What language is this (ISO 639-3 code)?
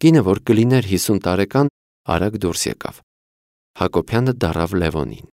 hye